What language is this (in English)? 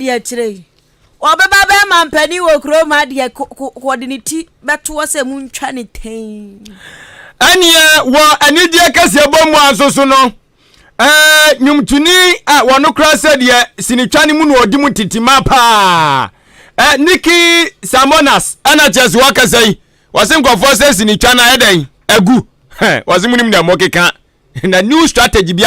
Akan